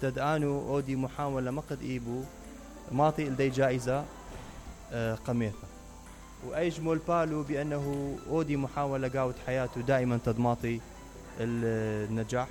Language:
Mesopotamian Arabic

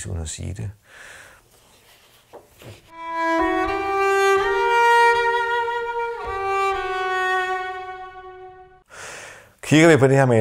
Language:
Danish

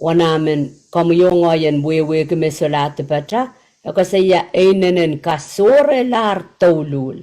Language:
Pohnpeian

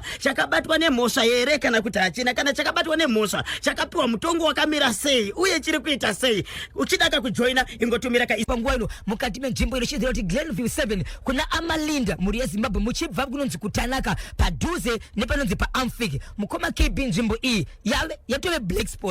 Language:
Shona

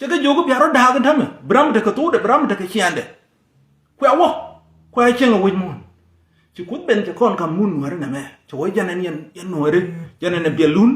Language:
Nuer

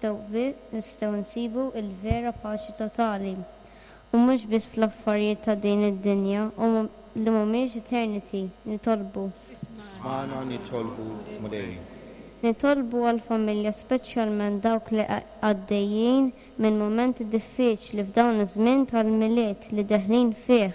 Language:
Maltese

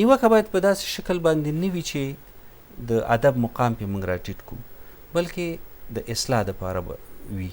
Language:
Pashto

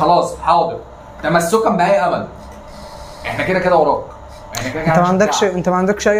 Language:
Egyptian Arabic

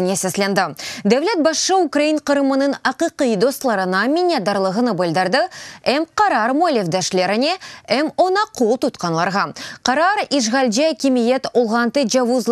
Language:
Crimean Tatar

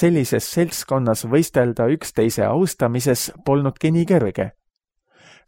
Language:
Estonian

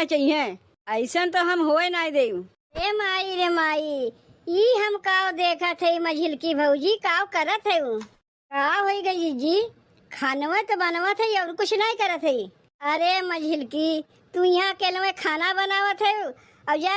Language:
Awadhi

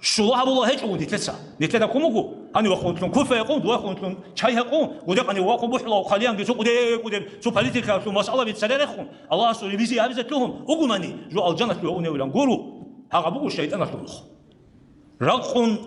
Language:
Avaric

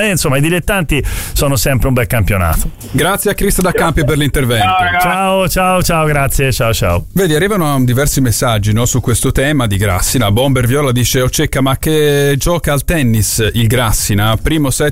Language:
Italian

